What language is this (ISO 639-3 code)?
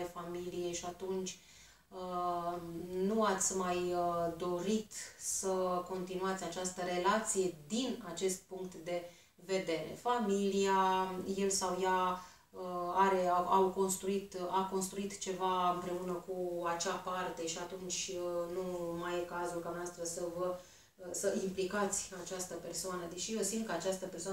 ron